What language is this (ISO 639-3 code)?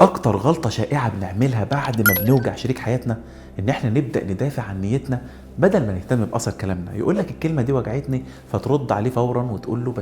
arz